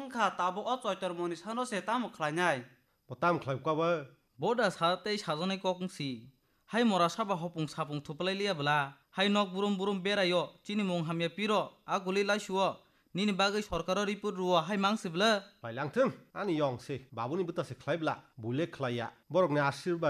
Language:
Kok Borok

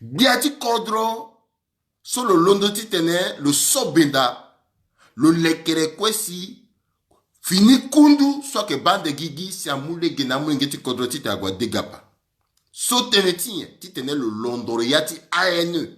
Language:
Sango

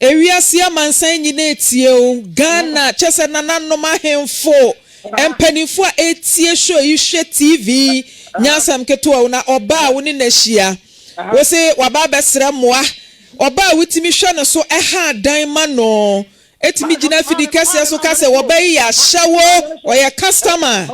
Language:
Akan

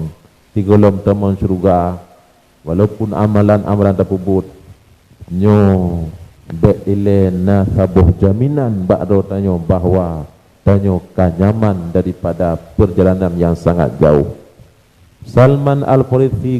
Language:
Achinese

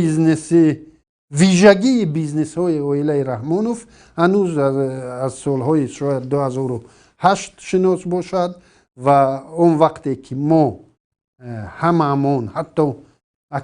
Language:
Tajik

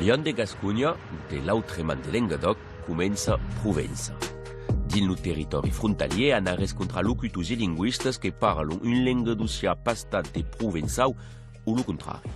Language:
Occitan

